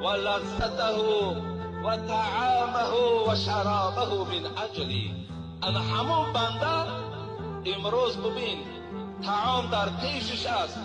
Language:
Tajik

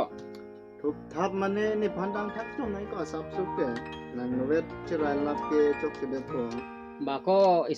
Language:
Karbi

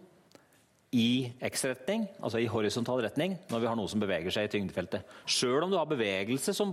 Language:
Norwegian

